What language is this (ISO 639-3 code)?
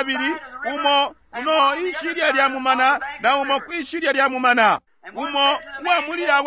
bem